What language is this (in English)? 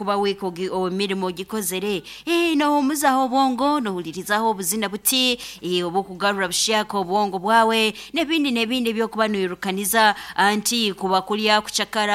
Nyankole